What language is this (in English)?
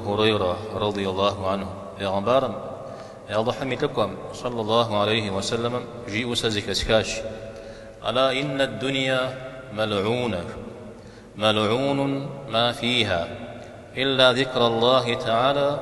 Kabardian